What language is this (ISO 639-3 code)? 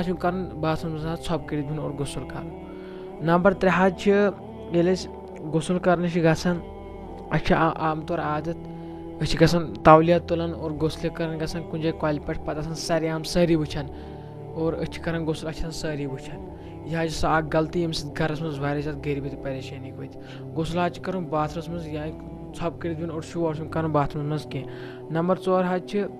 kas